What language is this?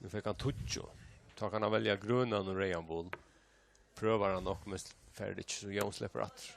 Faroese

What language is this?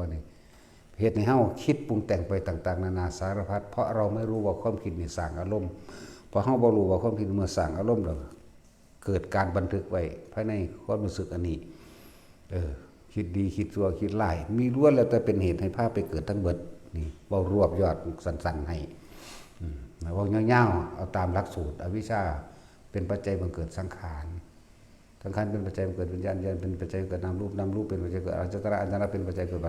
Northeastern Thai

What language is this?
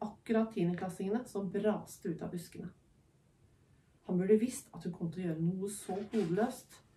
Norwegian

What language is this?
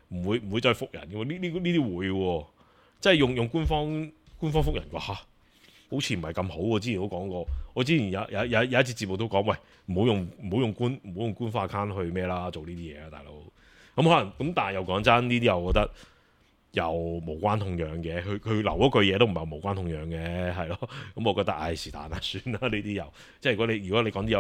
Cantonese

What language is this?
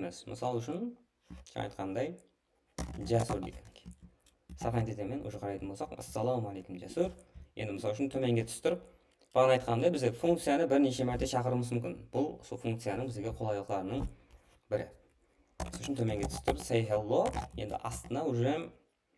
Kara-Kalpak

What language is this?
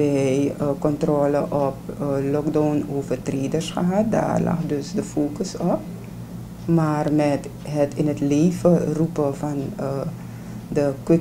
Dutch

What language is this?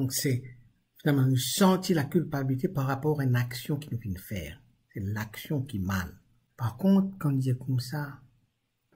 Morisyen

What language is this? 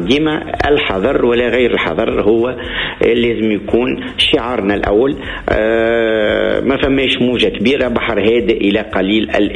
Tunisian Arabic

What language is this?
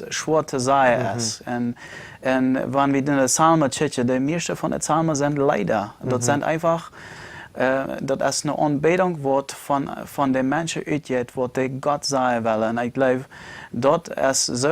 Plautdietsch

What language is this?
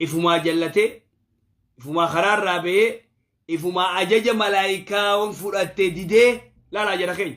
Oromo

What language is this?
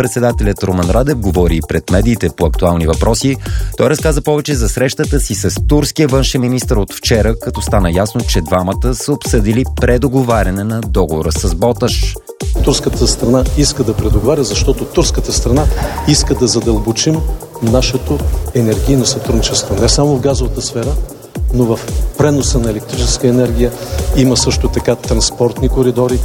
Bulgarian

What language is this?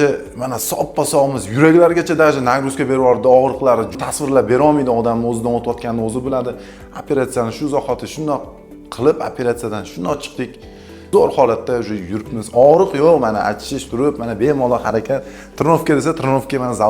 Uzbek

